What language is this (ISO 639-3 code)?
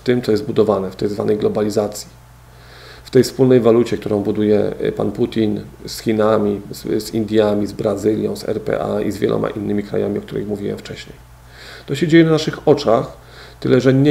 pol